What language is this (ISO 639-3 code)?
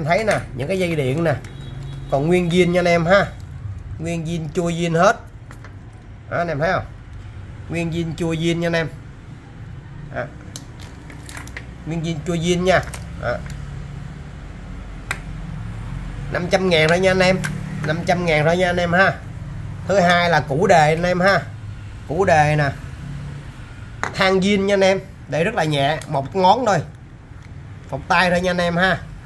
vie